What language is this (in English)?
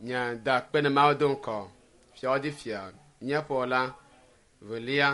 Ewe